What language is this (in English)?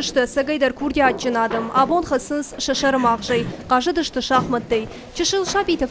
Ossetic